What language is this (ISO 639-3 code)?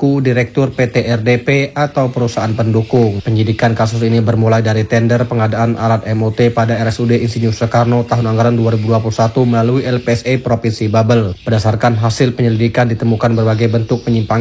ind